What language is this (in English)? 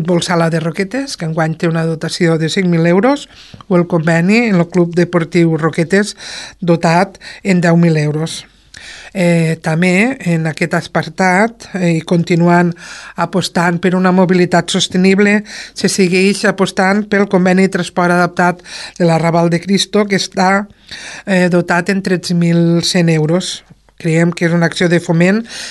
Catalan